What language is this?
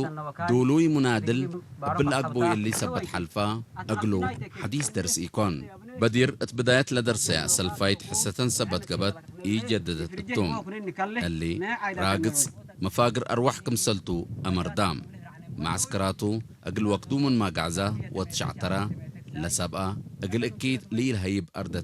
Tigre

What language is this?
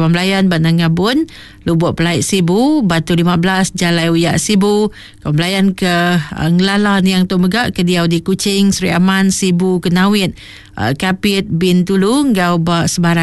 Iban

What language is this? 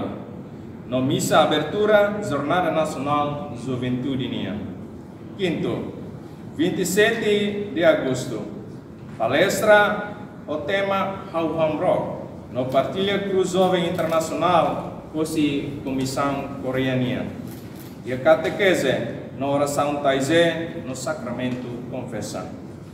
Tetum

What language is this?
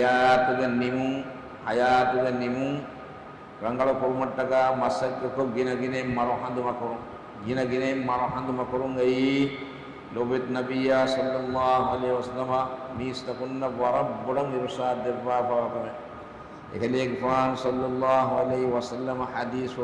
Divehi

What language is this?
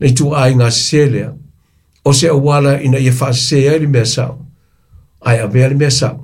Samoan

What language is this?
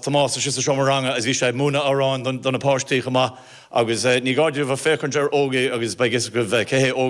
Irish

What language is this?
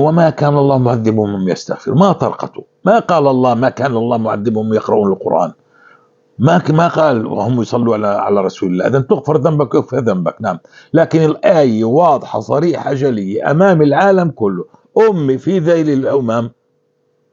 North Levantine Arabic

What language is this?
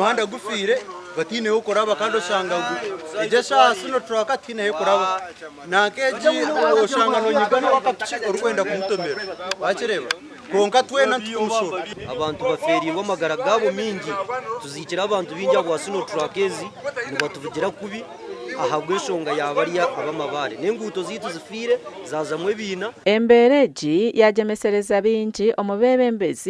Nyankole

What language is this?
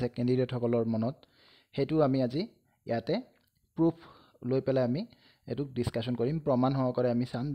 Assamese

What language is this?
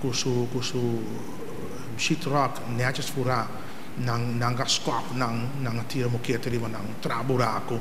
Papiamento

